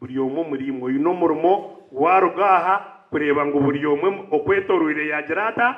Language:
Nyankole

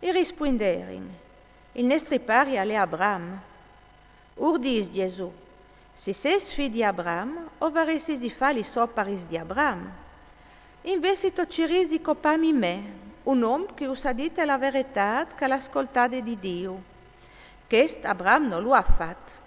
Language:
Friulian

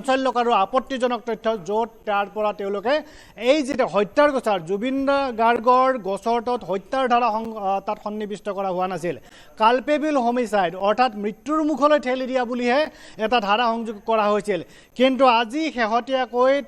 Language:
Assamese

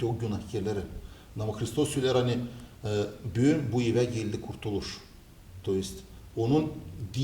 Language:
Gagauz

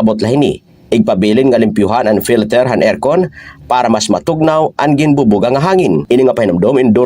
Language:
Waray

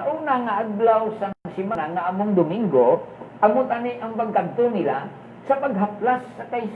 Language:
Hiligaynon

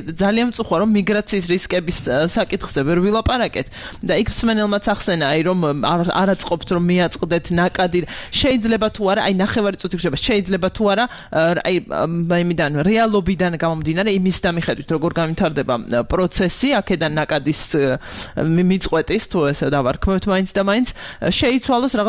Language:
Georgian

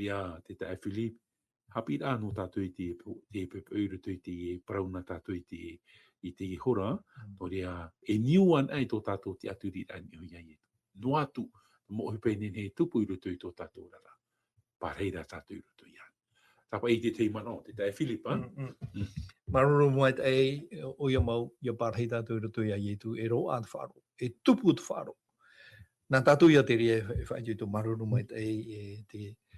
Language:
Tahitian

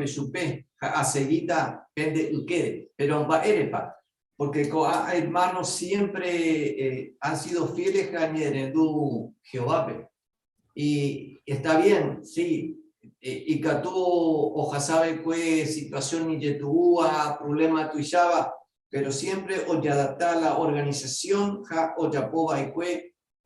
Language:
Guarani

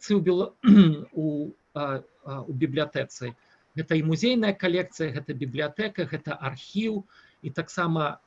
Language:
Belarusian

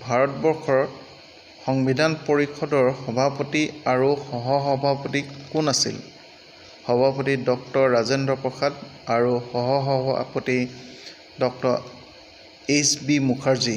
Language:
Assamese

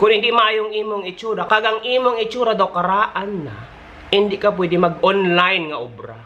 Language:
Hiligaynon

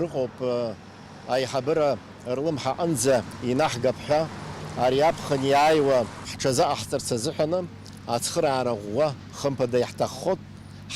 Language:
Abkhazian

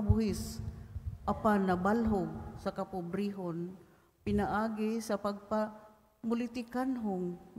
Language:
Cebuano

